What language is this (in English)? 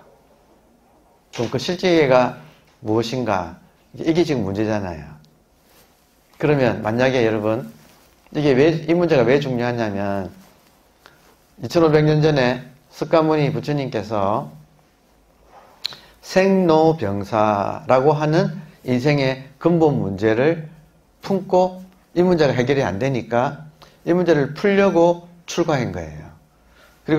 Korean